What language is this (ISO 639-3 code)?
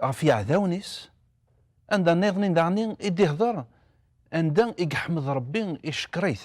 kab